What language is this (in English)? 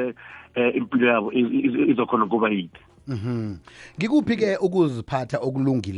South Ndebele